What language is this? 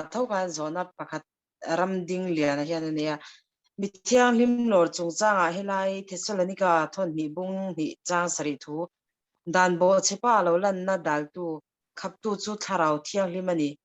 Mizo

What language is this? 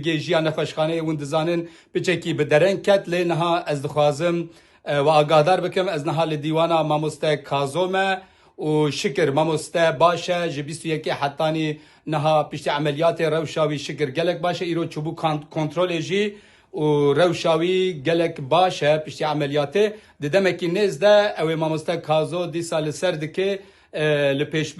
Kurdish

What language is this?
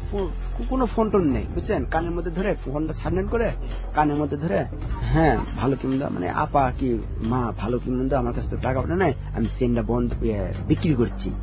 Bangla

